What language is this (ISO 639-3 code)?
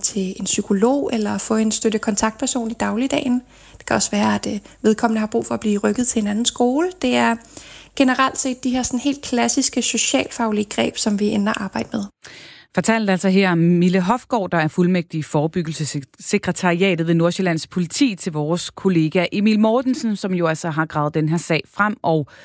dan